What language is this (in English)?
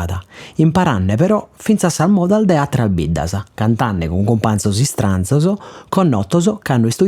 Sardinian